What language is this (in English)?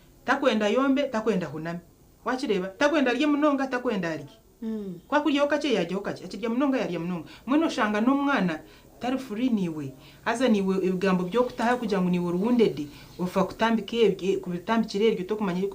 Nyankole